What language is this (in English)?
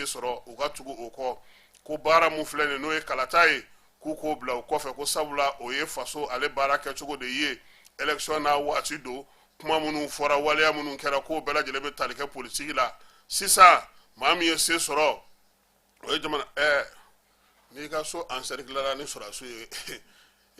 Bambara